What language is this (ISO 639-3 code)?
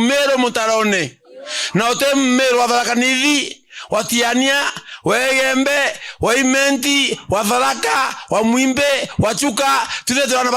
mer